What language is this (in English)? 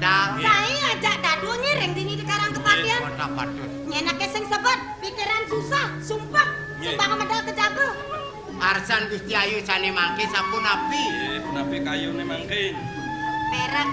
Balinese